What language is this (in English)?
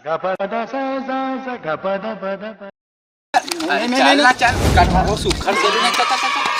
Chhattisgarhi